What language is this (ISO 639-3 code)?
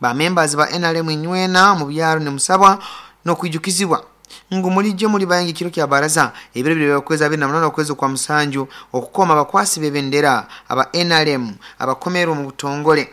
nyo